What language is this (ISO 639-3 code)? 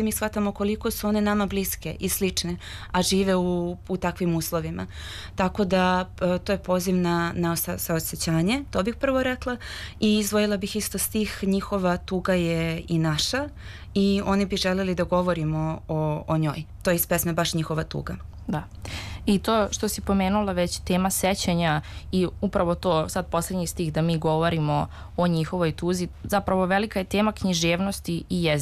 srp